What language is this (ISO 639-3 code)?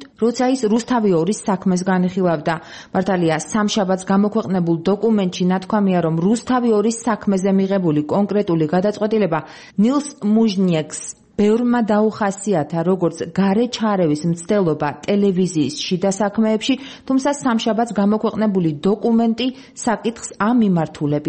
kat